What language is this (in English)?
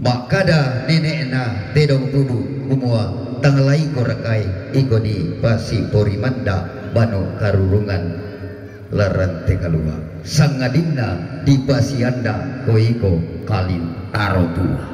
Toraja-Sa'dan